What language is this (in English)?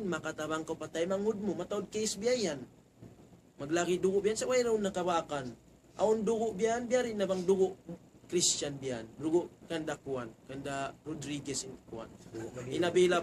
Tausug